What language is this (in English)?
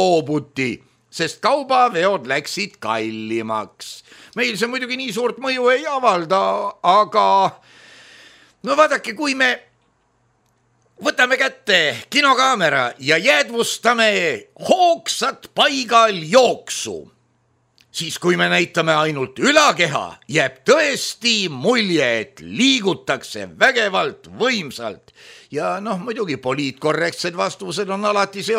Estonian